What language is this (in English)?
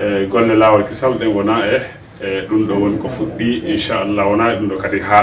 Pular